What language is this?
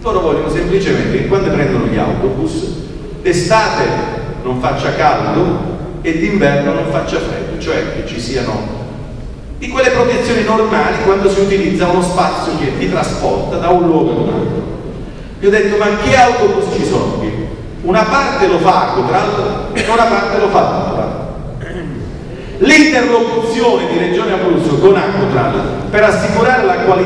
Italian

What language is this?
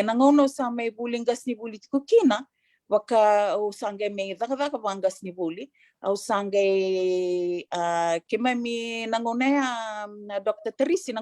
Fijian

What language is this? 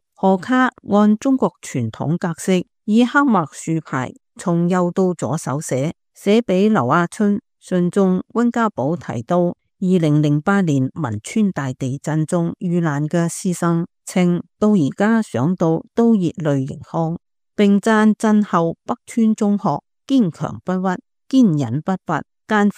Cantonese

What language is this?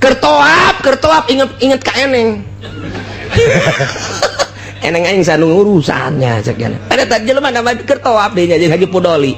Sundanese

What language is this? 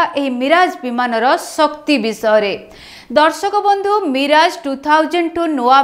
Odia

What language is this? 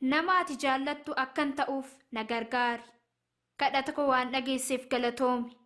Oromo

